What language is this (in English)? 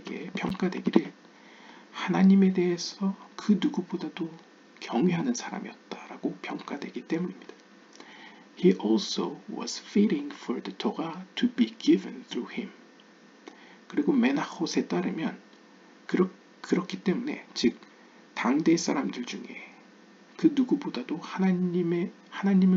Korean